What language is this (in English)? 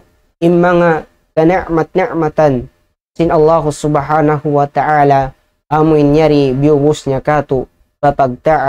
Tausug